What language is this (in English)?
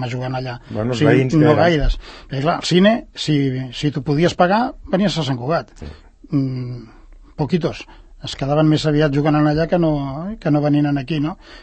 Catalan